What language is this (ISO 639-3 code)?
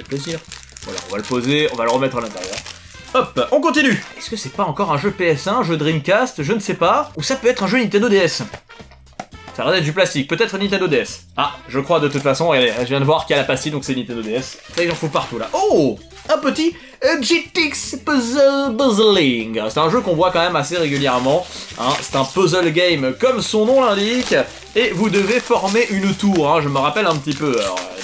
fra